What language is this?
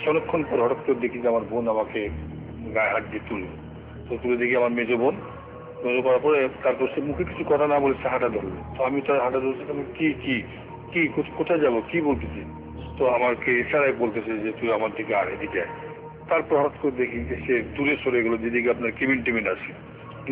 Bangla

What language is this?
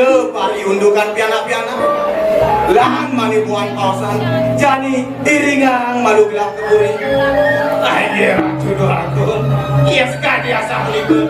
Balinese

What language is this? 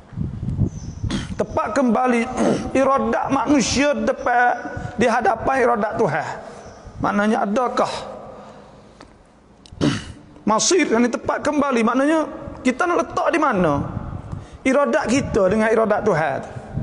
Malay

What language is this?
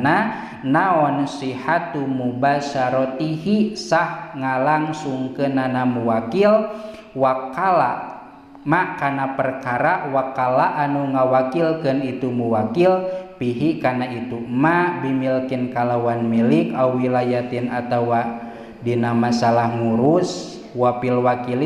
Sundanese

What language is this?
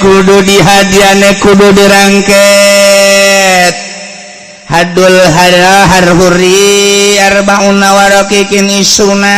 Sundanese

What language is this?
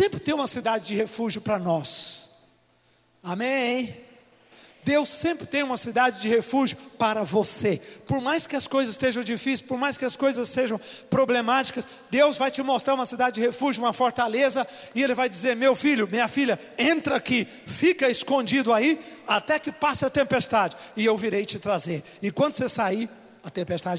Portuguese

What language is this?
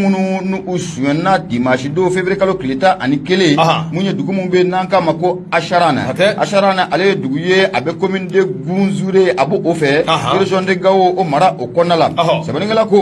Bambara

